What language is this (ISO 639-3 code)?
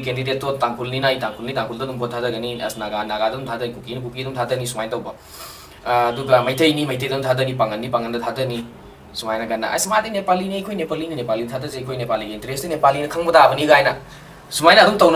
mni